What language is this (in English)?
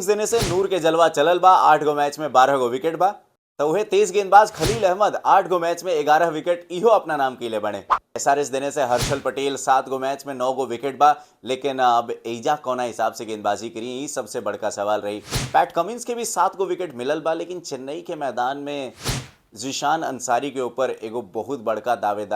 Bhojpuri